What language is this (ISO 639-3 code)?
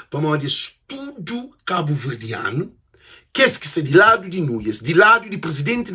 kea